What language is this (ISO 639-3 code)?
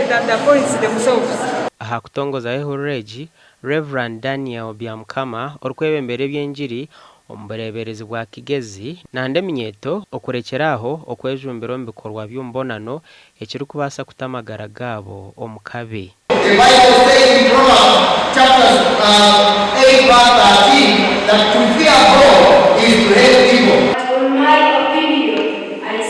nyn